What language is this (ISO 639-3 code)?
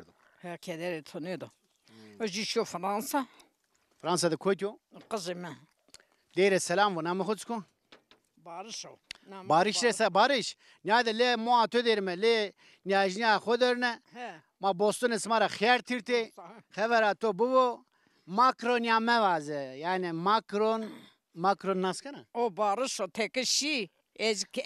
zza